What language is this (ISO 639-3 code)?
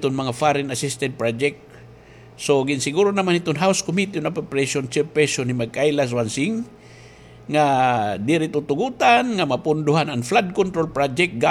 war